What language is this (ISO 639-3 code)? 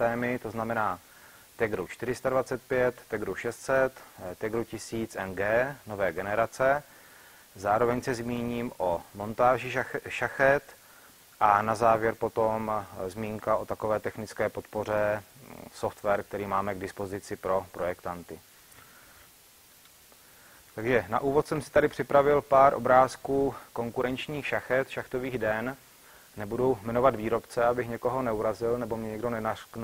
ces